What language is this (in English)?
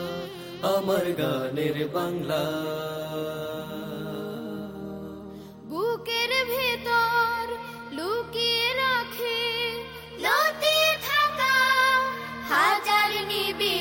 Bangla